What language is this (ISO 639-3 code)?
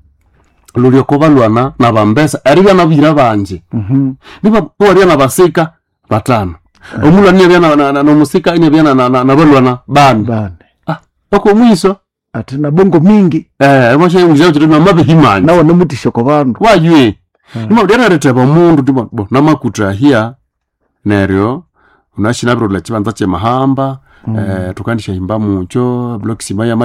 nnb